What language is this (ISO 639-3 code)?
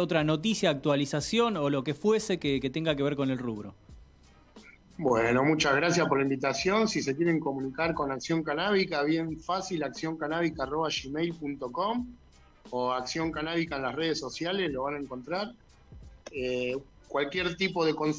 spa